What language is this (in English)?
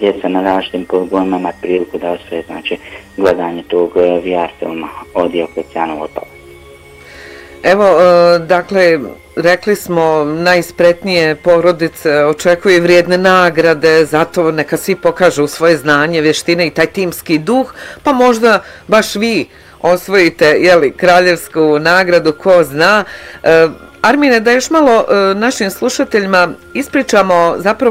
Bosnian